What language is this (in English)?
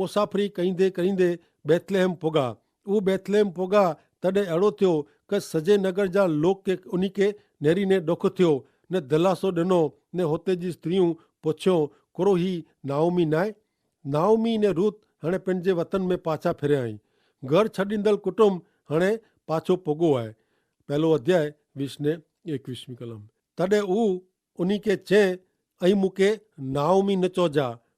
Kachhi